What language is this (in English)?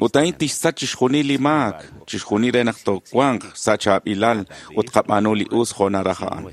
Kekchí